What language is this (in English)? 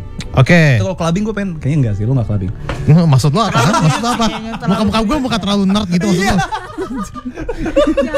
Indonesian